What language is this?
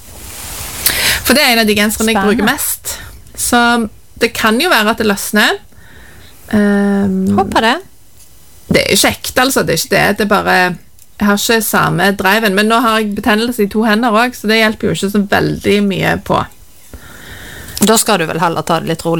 Norwegian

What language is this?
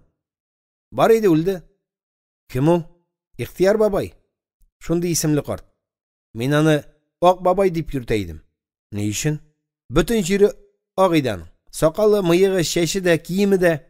Tatar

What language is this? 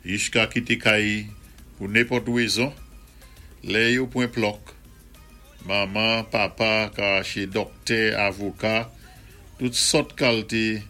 Saint Lucian Creole French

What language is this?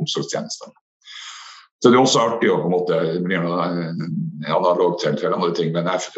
Norwegian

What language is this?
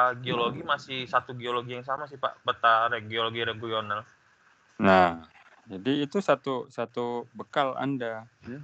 Indonesian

